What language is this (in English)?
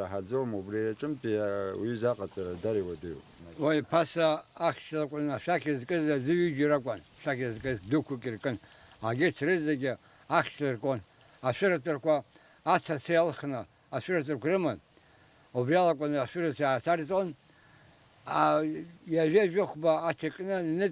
Abkhazian